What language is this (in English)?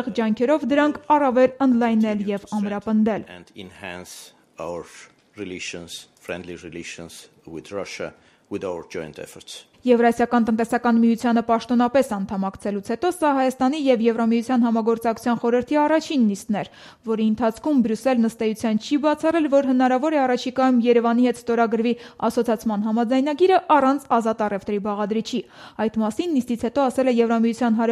Armenian